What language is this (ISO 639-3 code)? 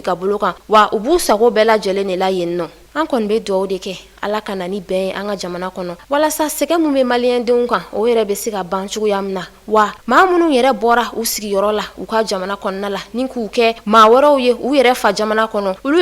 bam